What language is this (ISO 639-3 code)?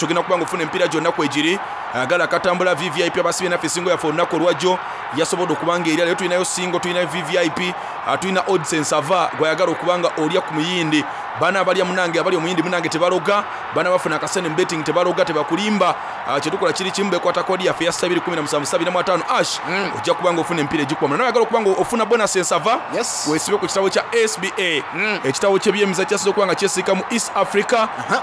xog